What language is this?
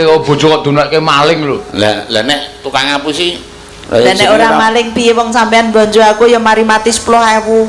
Javanese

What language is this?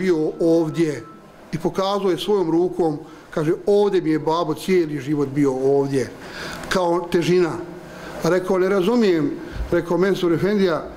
Bosnian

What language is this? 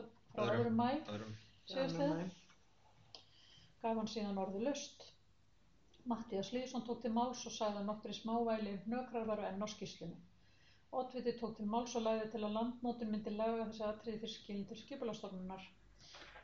Icelandic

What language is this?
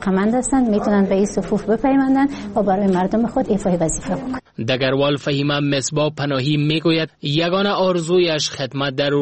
Persian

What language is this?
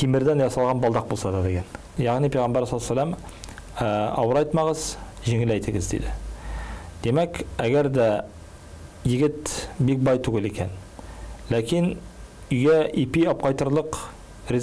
Tatar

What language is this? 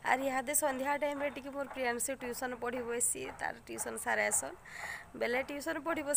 Sambalpuri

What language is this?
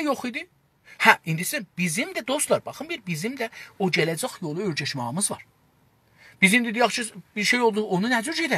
South Azerbaijani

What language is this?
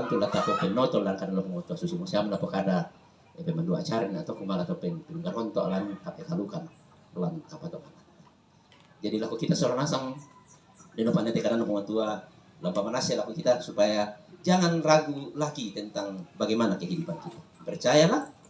Toraja-Sa'dan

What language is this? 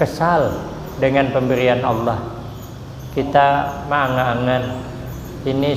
Banjar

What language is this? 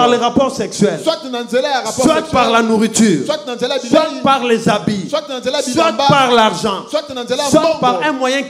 French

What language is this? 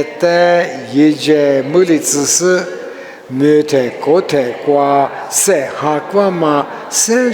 Lisu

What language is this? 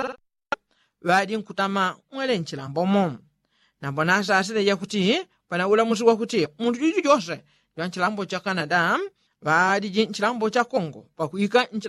Yao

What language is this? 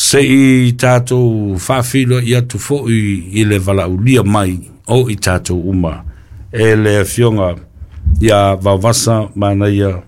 Samoan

